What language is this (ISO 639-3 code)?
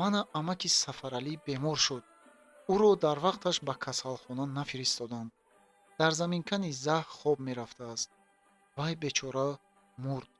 tgk